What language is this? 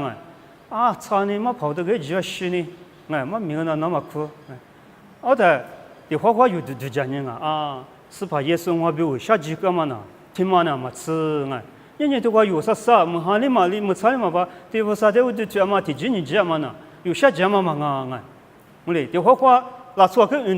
Lisu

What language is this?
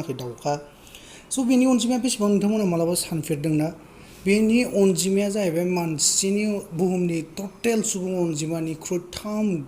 Bodo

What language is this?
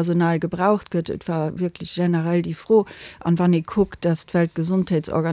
Luxembourgish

